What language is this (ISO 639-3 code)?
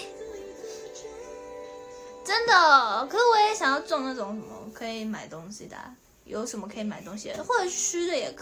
zho